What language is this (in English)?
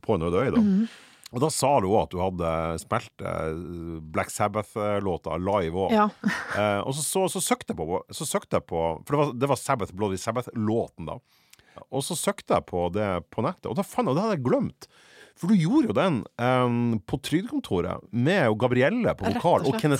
Norwegian